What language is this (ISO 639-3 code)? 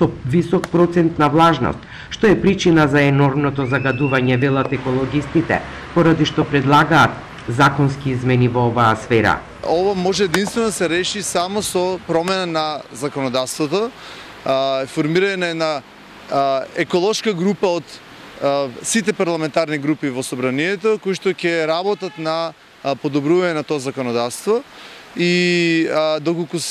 mkd